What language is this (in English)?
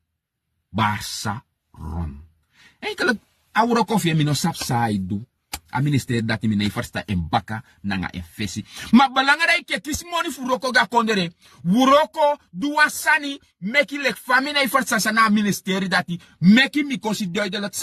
Sranan Tongo